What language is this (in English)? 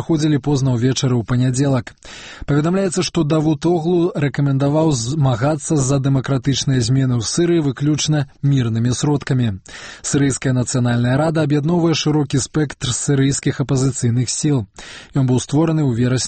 Belarusian